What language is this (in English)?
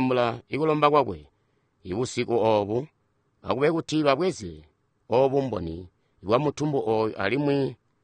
Tonga (Zambia)